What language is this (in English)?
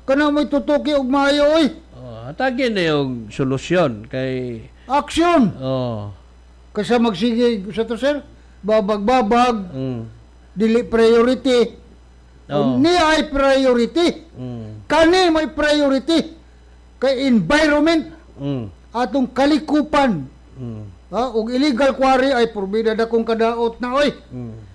Cebuano